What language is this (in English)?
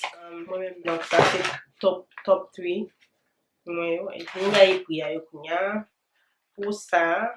Haitian Creole